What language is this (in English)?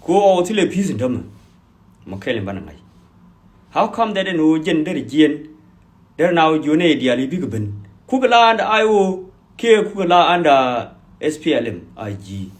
Nuer